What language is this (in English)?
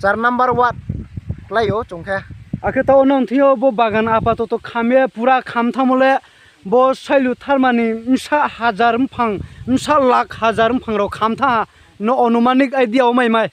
Riang (India)